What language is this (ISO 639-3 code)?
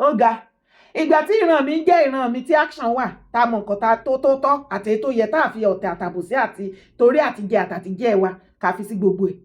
yor